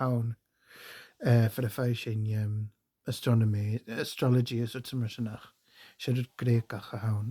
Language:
Scottish Gaelic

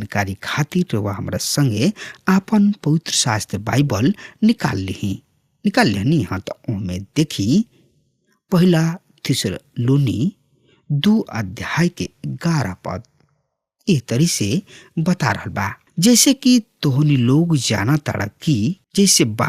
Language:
Bhojpuri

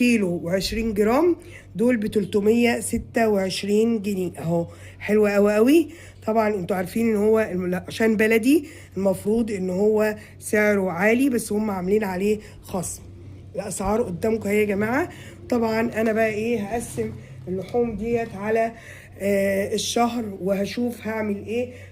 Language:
Egyptian Arabic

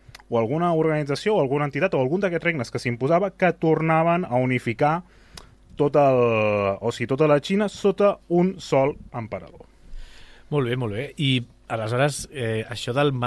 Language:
Catalan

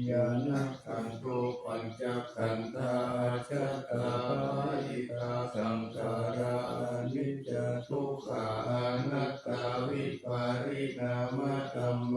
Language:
Pali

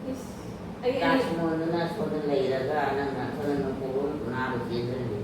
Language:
Manipuri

